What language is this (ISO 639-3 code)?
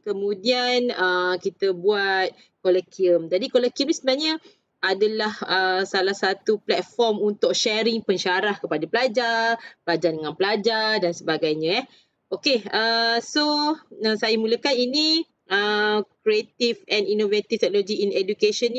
msa